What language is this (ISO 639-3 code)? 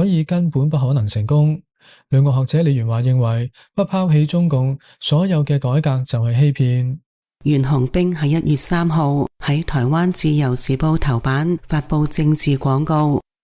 yue